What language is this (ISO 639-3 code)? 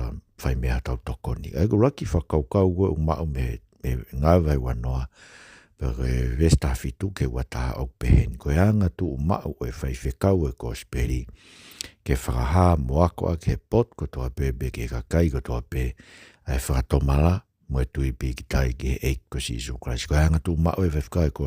ton